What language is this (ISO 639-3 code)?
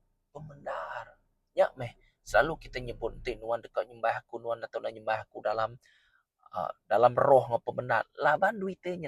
iba